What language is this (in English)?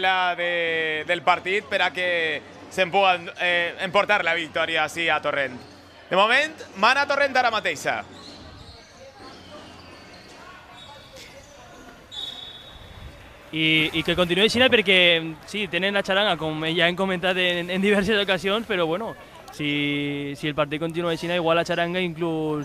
Catalan